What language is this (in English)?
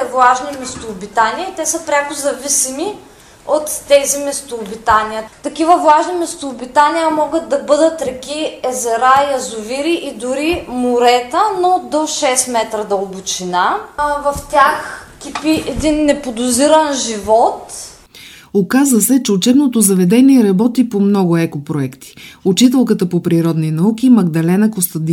Bulgarian